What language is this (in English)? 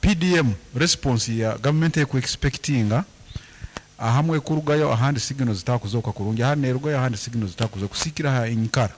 Nyankole